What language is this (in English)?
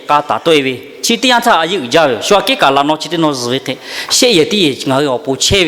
Lahu